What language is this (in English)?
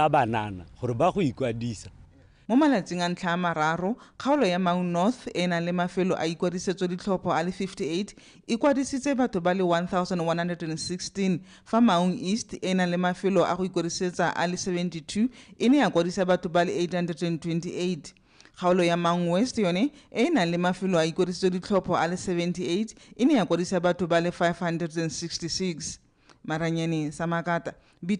Tswana